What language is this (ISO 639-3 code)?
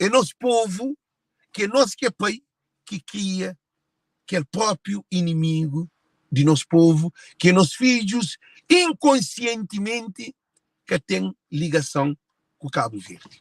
kea